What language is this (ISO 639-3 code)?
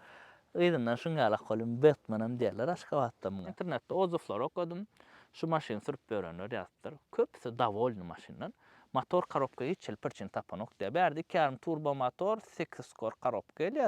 tuk